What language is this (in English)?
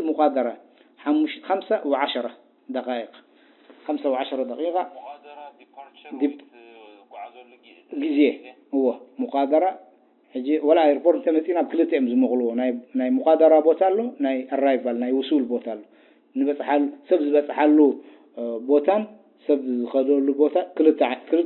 Tigrinya